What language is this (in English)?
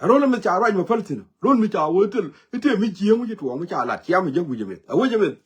Nuer